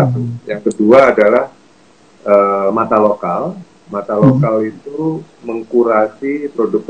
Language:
Indonesian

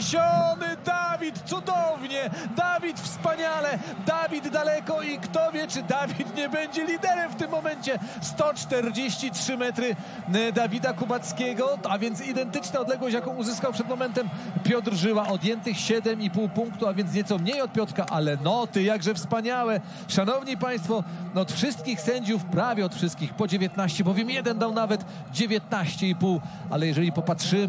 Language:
Polish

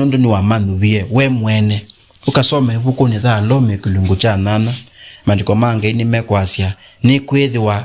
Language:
Kamba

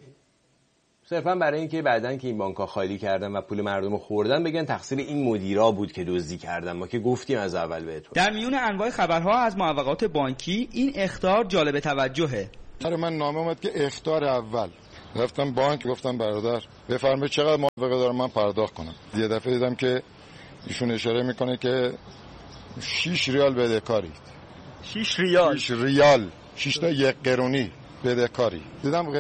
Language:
Persian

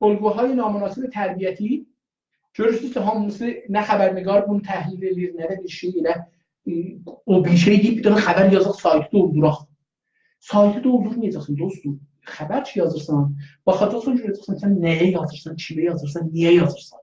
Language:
South Azerbaijani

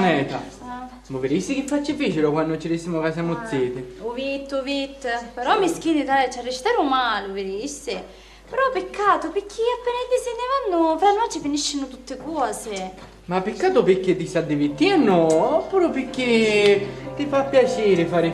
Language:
Sicilian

